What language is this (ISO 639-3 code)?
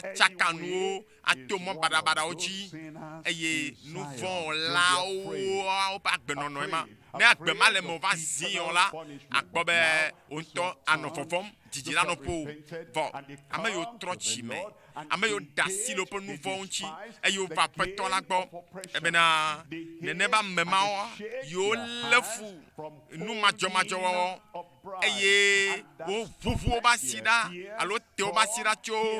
ewe